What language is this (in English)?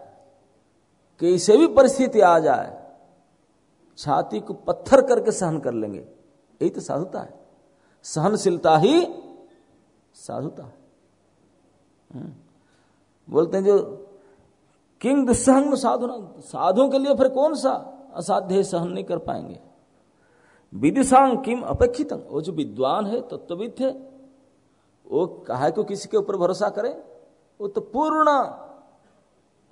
Hindi